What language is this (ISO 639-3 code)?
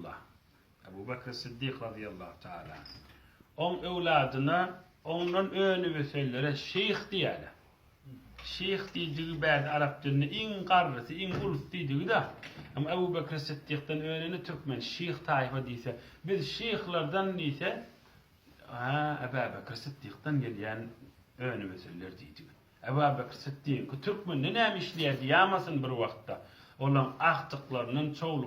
tuk